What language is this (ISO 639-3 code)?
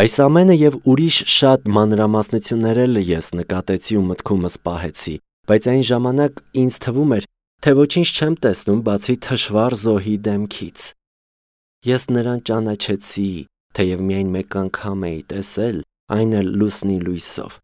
hye